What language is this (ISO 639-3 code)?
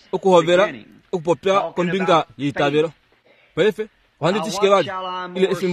kua